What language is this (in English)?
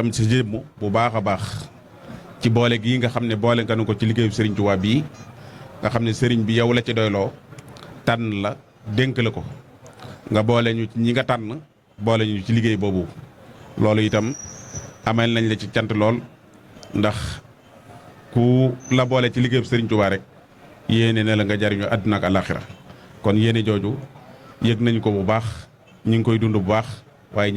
Wolof